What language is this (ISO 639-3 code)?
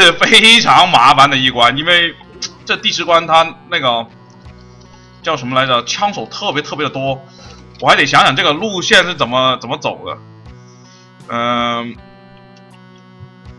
zho